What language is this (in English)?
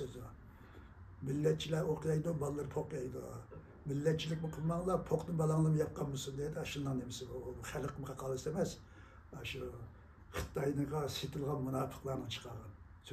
Uyghur